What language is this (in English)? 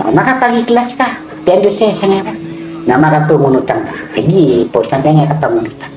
Maranao